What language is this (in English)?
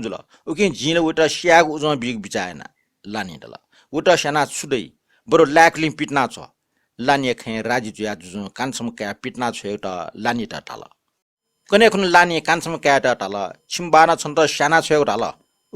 Newari